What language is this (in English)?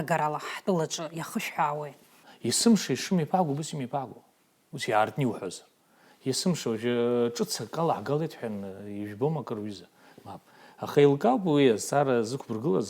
Abkhazian